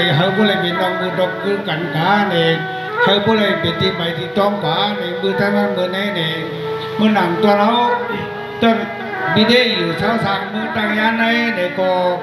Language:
Shan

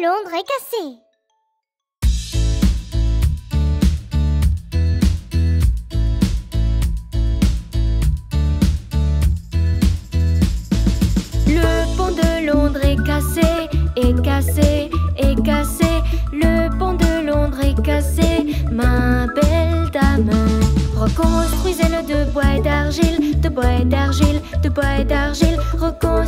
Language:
French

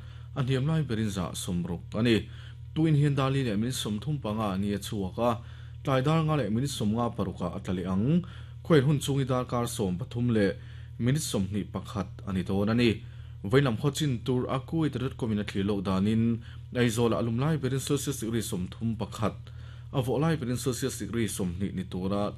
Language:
Mizo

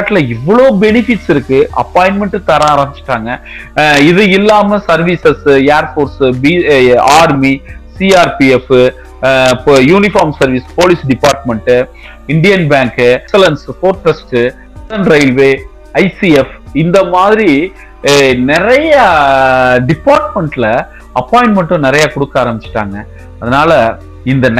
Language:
Tamil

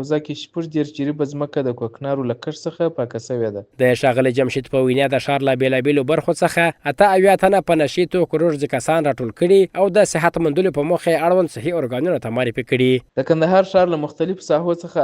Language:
Pashto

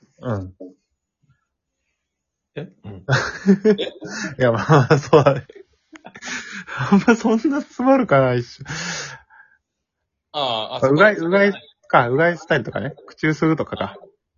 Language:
Japanese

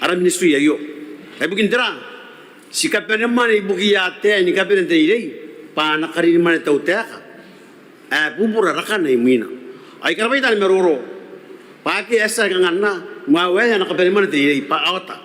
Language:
Gilbertese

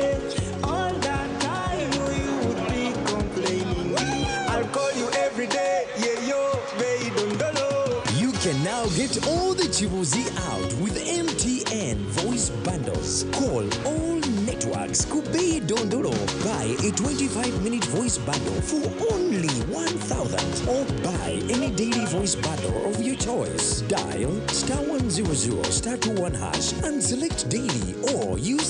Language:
Nyankole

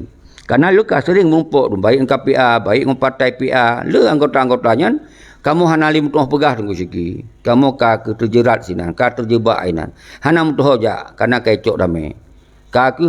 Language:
Achinese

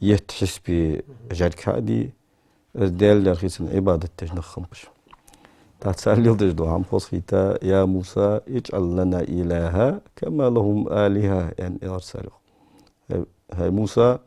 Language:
Ingush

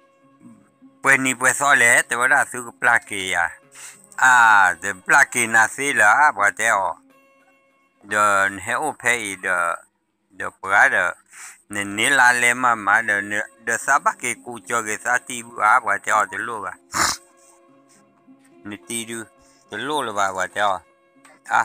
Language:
S'gaw Karen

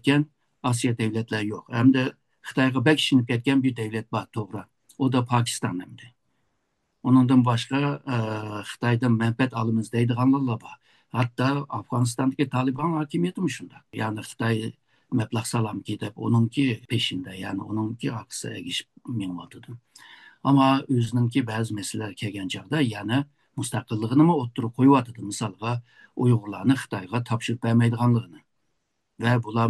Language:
Uyghur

